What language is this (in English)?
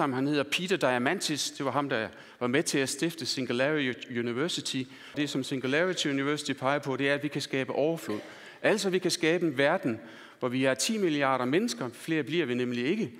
Danish